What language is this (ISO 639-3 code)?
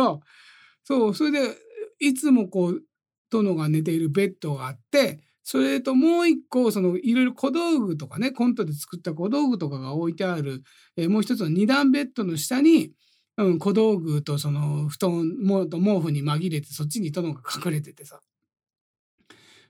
jpn